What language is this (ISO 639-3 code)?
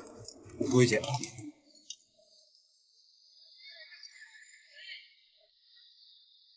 zho